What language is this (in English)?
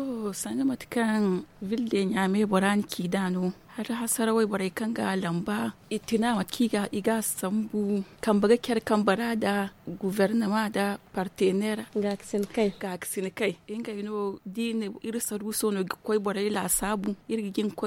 Zarma